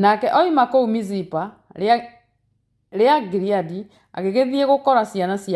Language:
Kikuyu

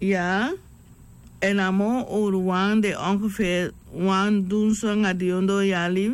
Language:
Sranan Tongo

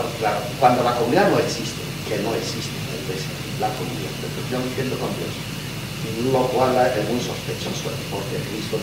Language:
Spanish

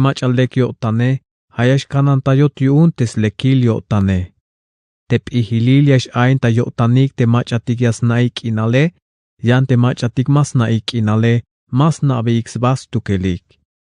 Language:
Tzeltal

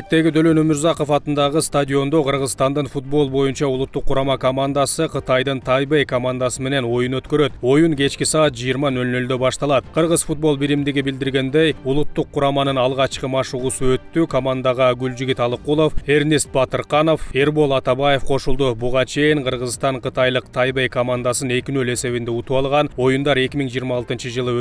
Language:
Kyrgyz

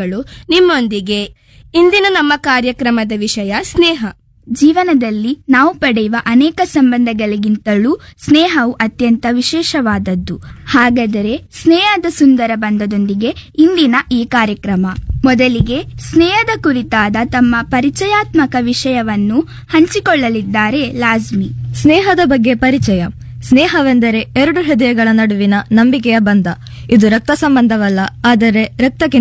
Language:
Kannada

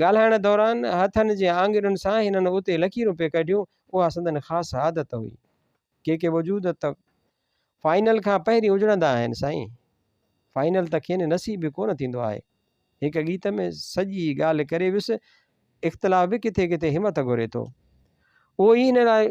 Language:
Sindhi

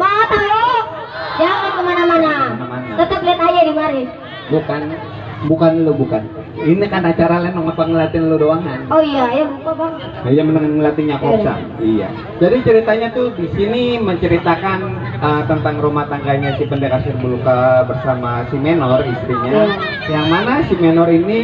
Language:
Betawi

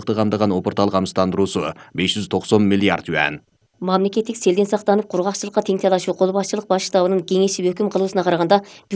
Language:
Kyrgyz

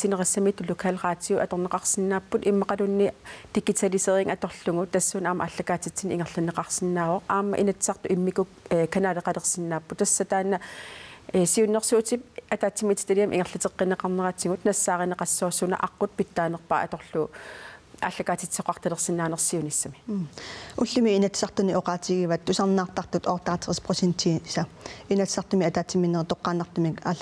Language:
Kalaallisut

